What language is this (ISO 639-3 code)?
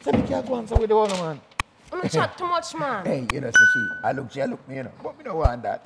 jam